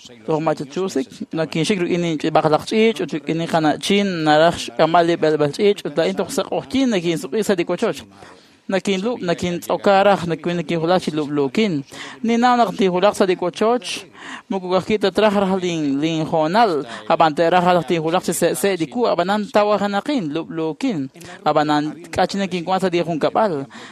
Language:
Kekchí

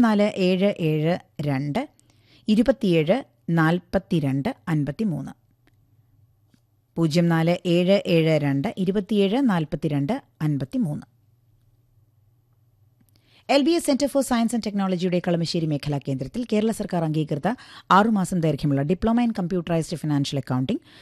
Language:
Malayalam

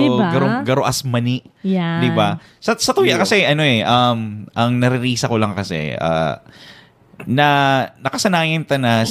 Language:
Bikol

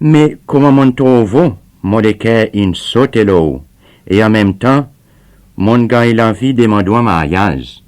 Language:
Seselwa Creole French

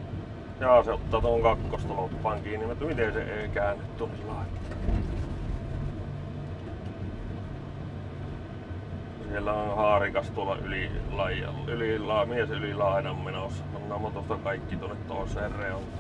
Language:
Finnish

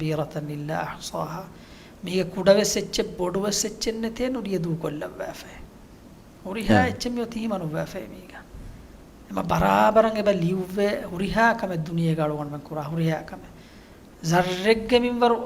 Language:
Divehi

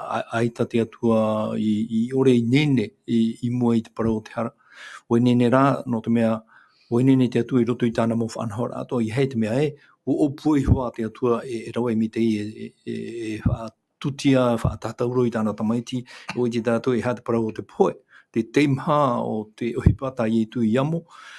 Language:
Tahitian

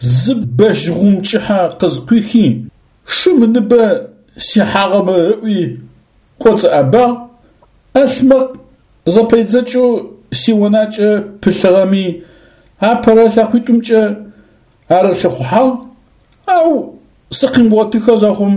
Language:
Adyghe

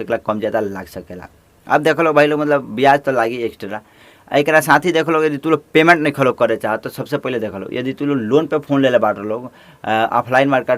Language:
Bhojpuri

